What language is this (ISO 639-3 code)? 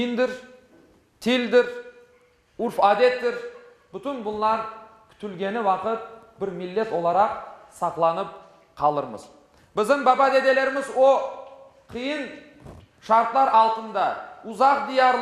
crh